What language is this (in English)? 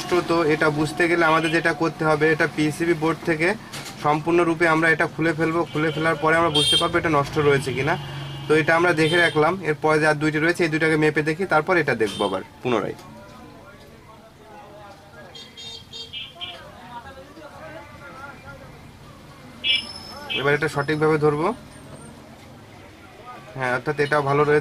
Bangla